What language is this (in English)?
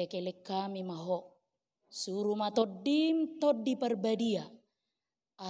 Batak Toba